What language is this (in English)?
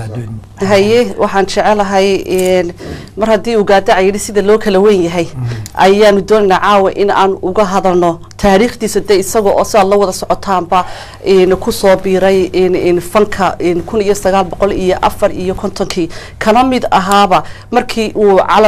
Somali